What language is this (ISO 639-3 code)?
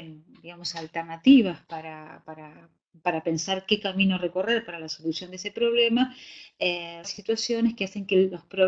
spa